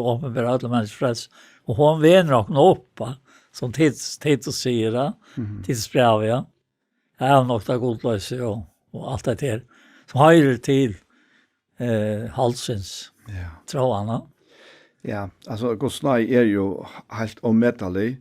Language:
Faroese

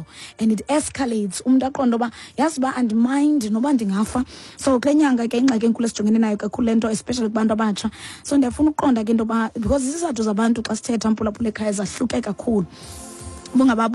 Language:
Xhosa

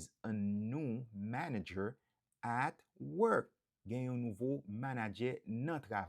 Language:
Haitian Creole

